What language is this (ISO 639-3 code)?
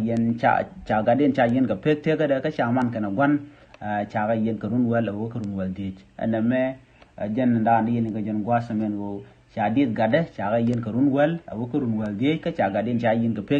nus